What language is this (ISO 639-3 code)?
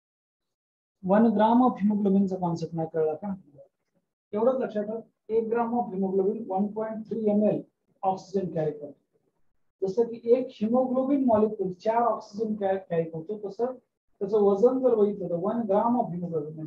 mar